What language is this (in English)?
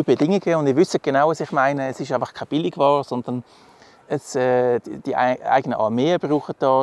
Swiss German